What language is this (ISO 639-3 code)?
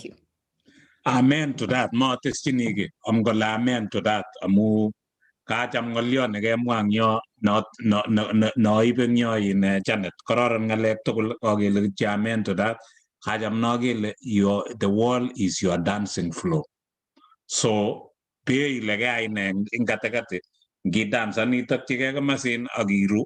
kln